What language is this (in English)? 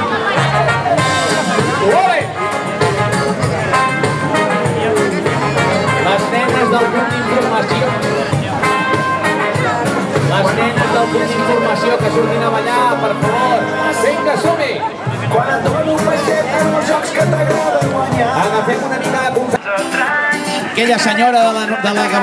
Catalan